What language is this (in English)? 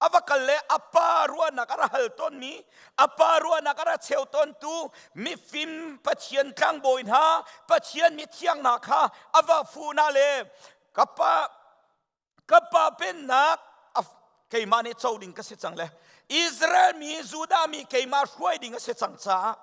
Hakha Chin